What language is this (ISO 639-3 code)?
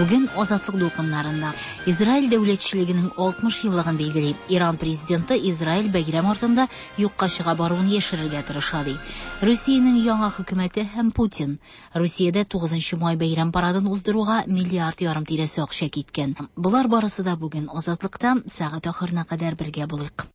tat